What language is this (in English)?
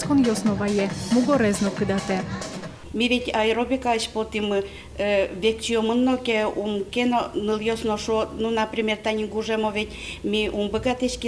Udmurt